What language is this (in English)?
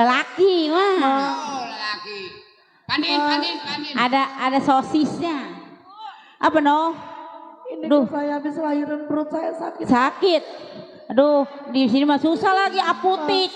Betawi